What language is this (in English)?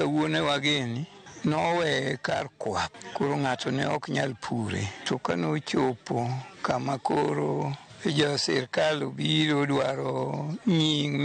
Luo (Kenya and Tanzania)